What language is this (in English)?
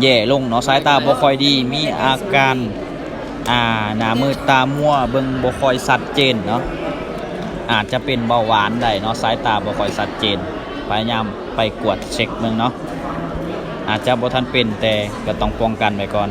Lao